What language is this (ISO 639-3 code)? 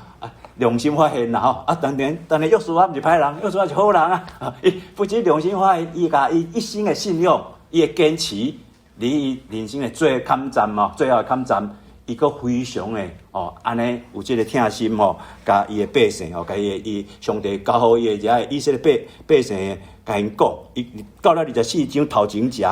nan